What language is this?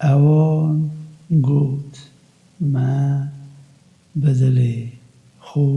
Kurdish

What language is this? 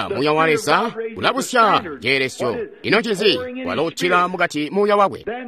Tonga (Zambia)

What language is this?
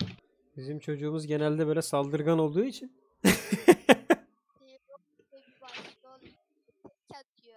Turkish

